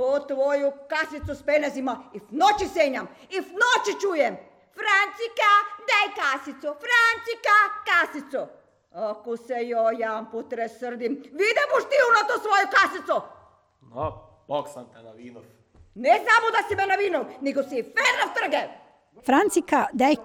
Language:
Croatian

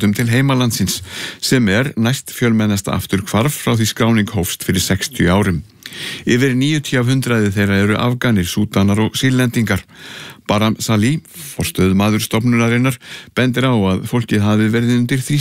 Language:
Icelandic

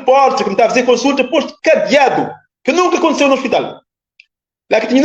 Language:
Kabuverdianu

